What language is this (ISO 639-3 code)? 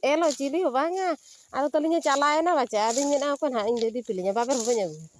sat